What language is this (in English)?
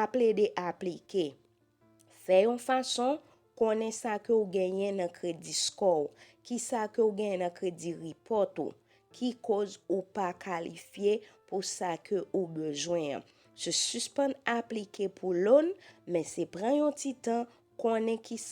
Haitian Creole